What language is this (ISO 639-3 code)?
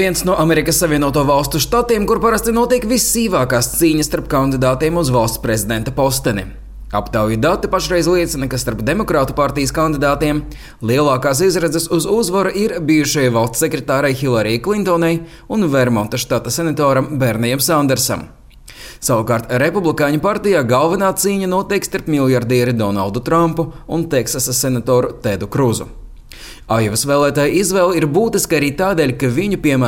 lav